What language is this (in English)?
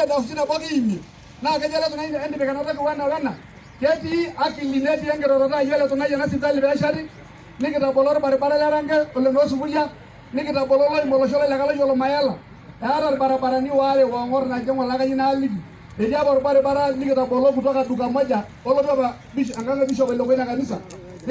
Masai